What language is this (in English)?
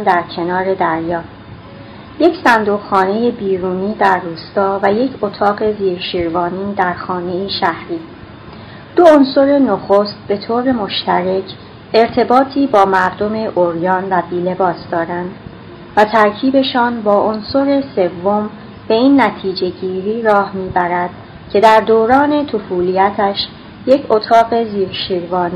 Persian